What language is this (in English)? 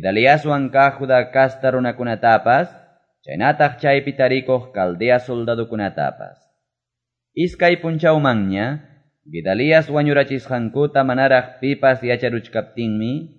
Quechua